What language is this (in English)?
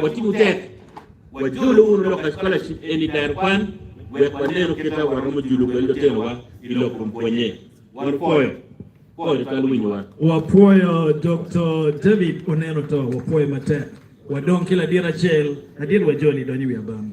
Acoli